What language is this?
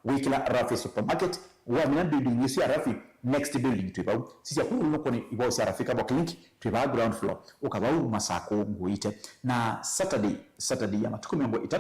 Kamba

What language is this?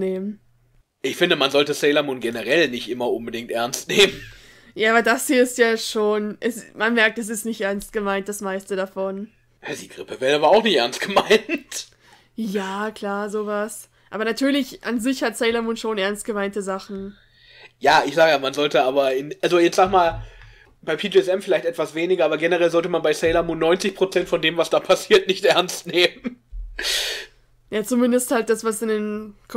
German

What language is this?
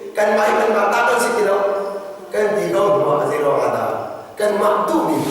Hakha Chin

